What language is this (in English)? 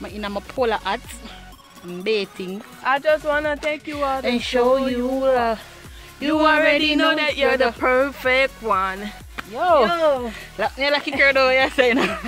Jamaican Creole English